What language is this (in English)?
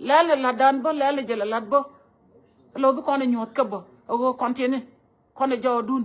Nuer